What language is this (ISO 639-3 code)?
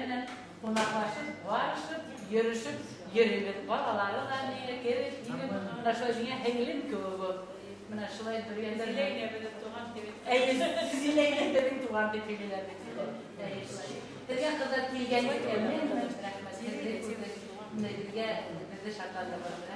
bak